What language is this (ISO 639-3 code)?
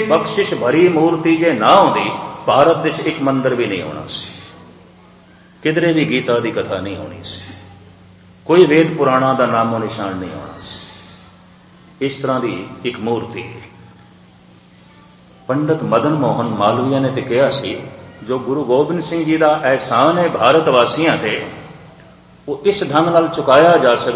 pan